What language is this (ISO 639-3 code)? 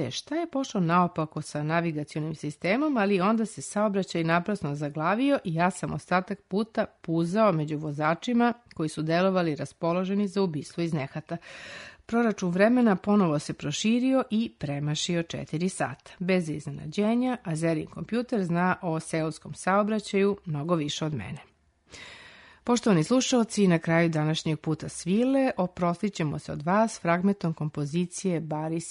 srp